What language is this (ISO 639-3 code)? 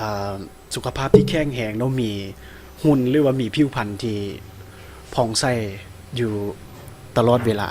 lao